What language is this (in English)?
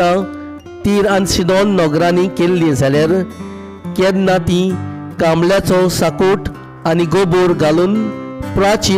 Konkani